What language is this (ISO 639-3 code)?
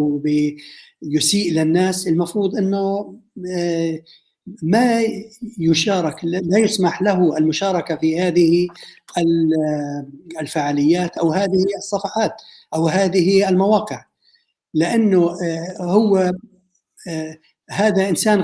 apc